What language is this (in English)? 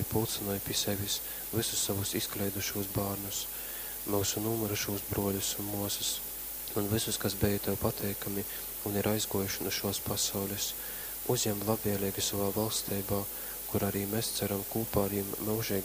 Latgalian